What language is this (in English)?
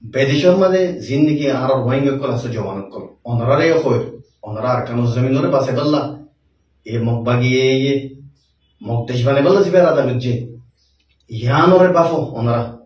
Rohingya